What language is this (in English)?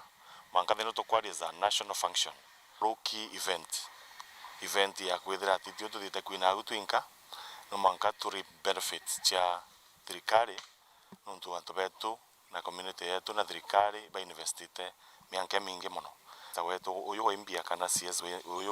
Meru